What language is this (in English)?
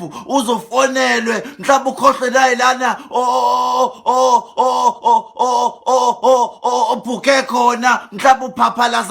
Zulu